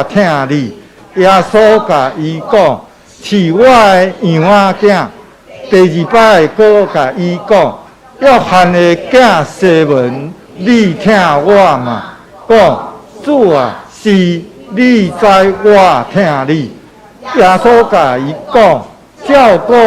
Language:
Min Nan Chinese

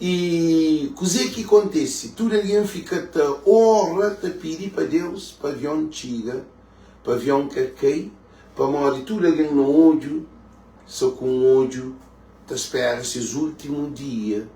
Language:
Kabuverdianu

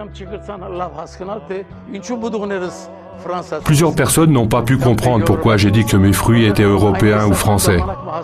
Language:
French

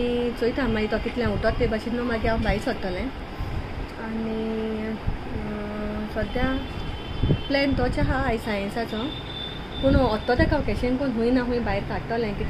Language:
Konkani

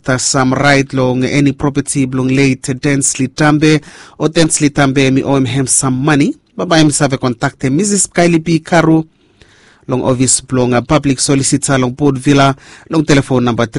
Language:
Bislama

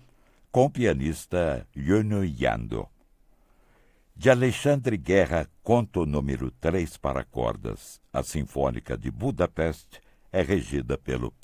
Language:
Portuguese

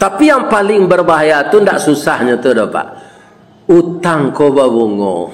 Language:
Minangkabau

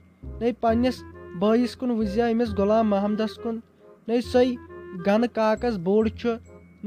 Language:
Kashmiri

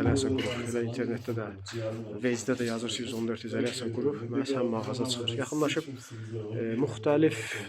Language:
Azerbaijani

